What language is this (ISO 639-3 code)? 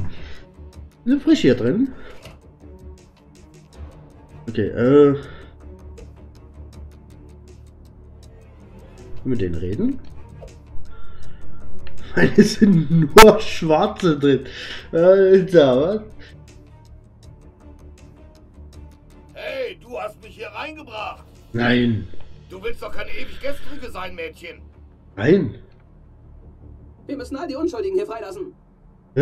deu